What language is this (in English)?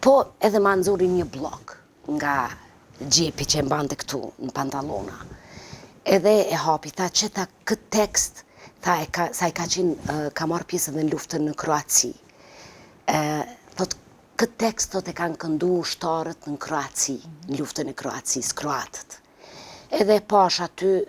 Albanian